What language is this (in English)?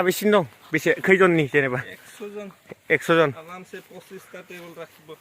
Bodo